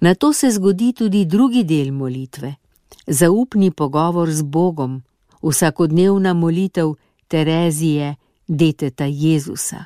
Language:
Slovenian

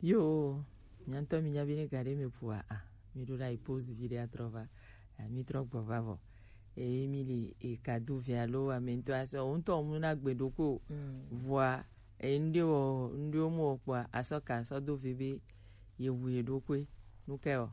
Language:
Gen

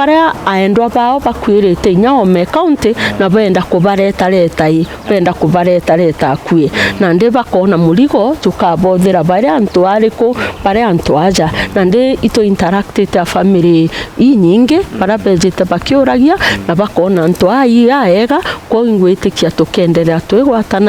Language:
Meru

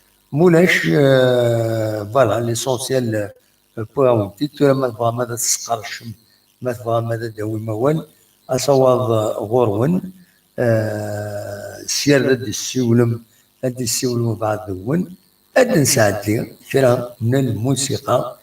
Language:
Kabyle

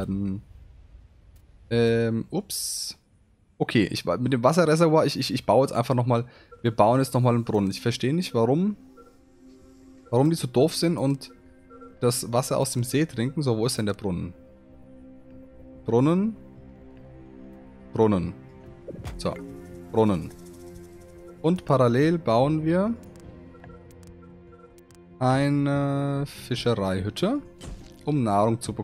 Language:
German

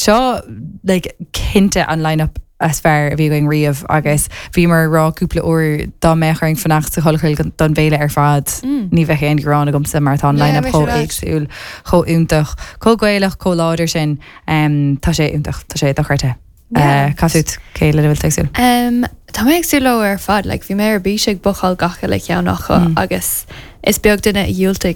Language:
Irish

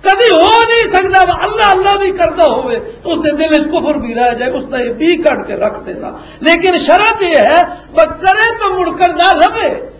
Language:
Western Panjabi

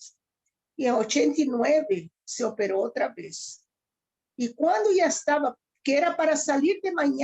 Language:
Ladino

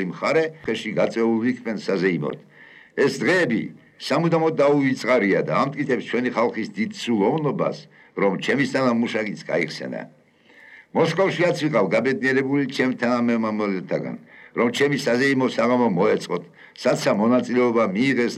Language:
Georgian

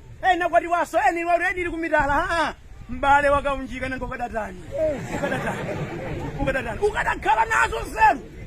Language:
Nyanja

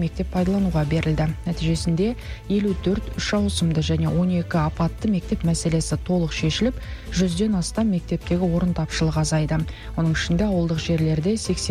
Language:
Kazakh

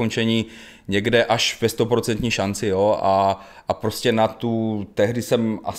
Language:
Czech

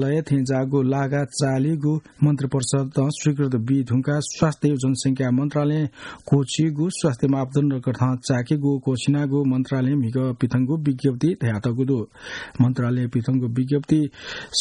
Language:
Newari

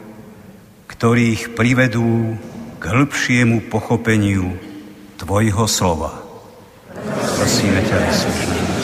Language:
Slovak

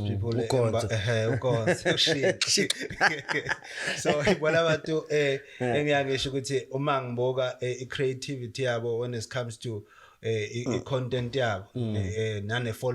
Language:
Zulu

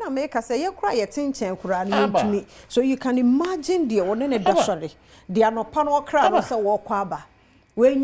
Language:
Akan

